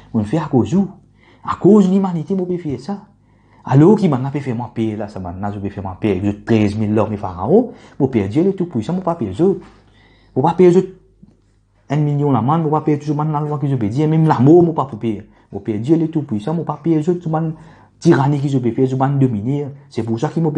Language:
Morisyen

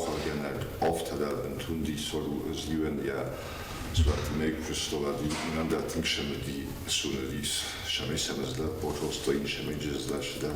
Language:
Ossetic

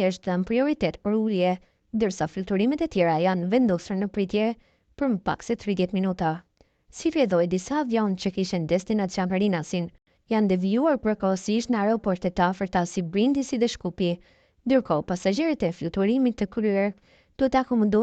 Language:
Albanian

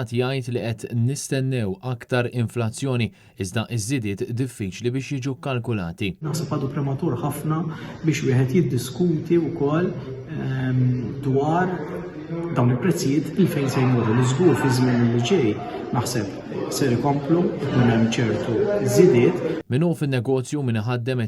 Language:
Maltese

